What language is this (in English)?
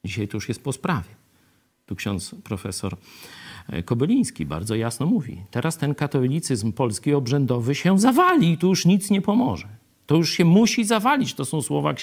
Polish